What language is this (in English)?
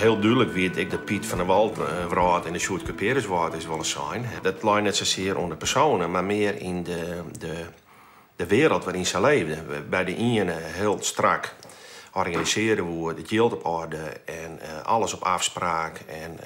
Western Frisian